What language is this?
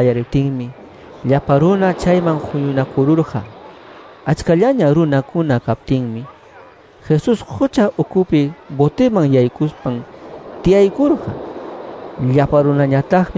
Quechua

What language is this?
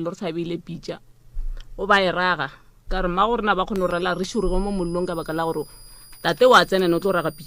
Northern Sotho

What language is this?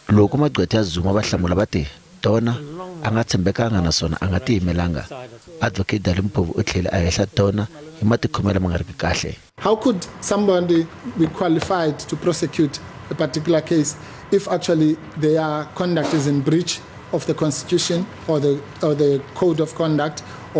Tsonga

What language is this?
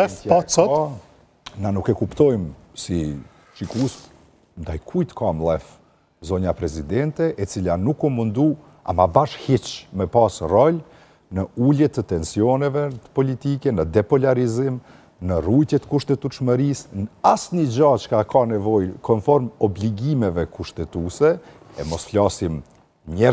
Albanian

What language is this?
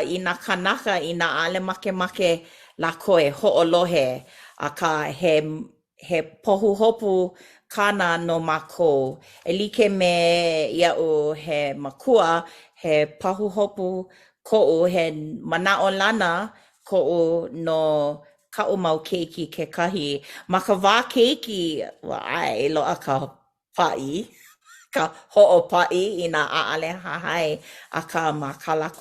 Hawaiian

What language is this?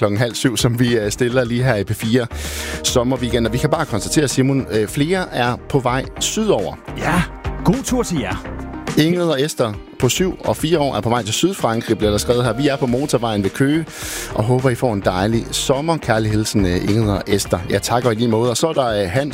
Danish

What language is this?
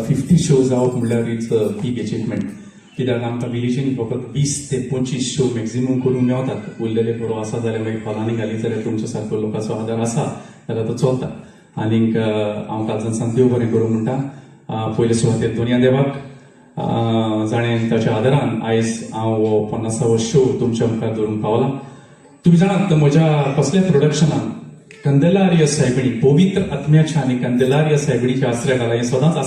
Konkani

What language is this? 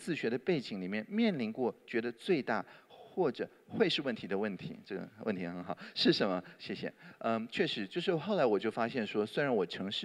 Chinese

